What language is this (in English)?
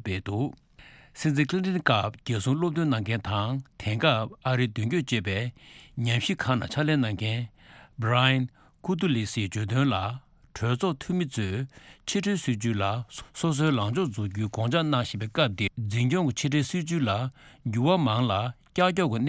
Tibetan